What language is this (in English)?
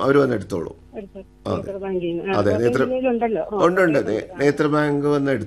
Malayalam